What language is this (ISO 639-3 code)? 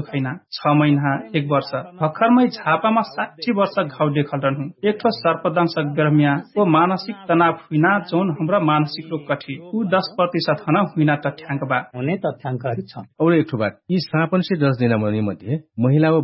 thl